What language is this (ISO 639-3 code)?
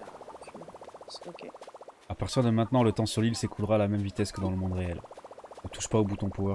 fra